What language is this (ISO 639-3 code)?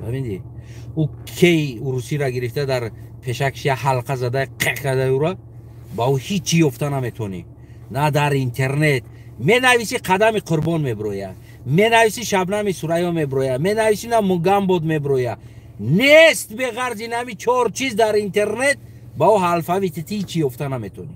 tgk